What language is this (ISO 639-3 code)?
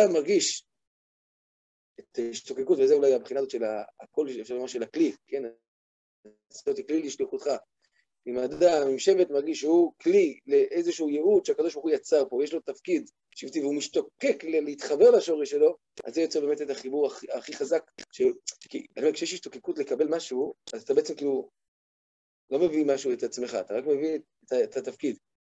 heb